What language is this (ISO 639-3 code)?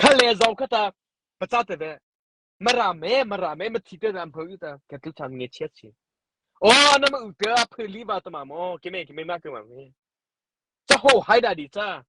mrh